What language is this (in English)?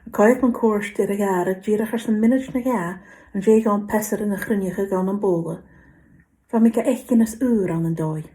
Scottish Gaelic